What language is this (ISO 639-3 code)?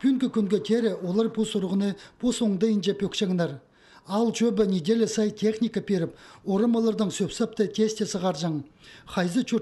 kjh